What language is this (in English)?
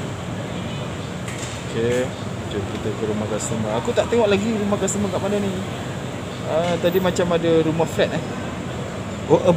Malay